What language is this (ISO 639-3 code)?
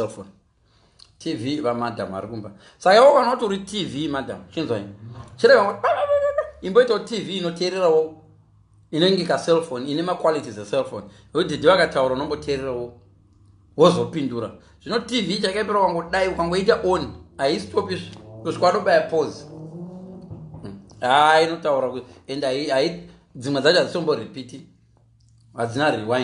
sna